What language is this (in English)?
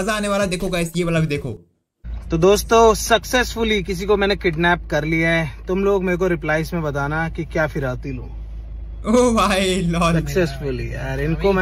Hindi